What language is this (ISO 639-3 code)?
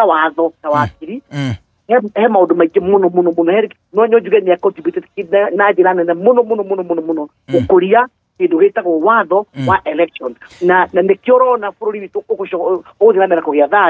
kik